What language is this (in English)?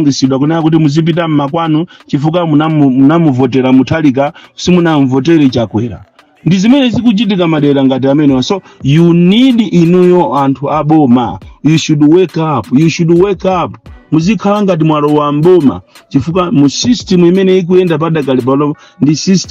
Nyanja